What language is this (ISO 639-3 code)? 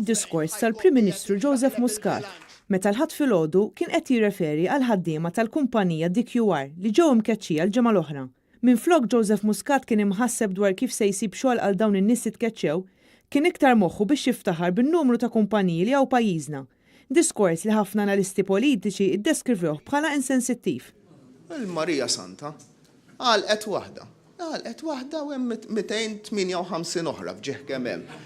mlt